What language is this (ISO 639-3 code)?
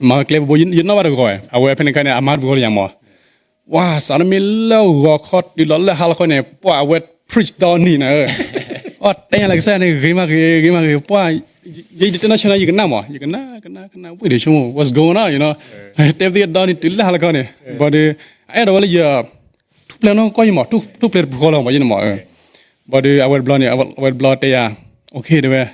ksw